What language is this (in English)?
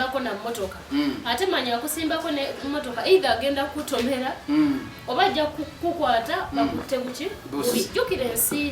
Ganda